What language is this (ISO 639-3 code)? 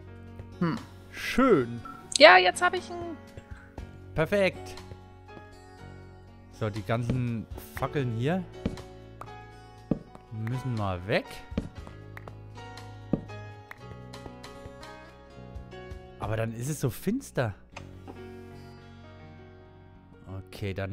deu